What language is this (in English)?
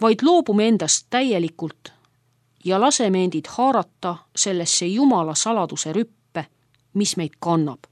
Estonian